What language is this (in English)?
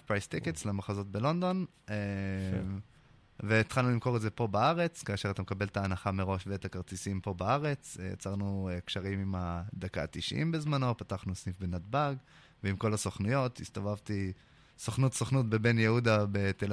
Hebrew